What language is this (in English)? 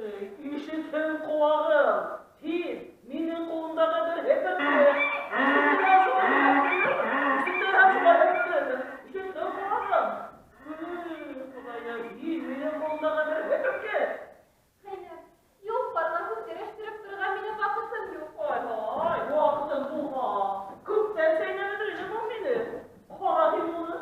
Bashkir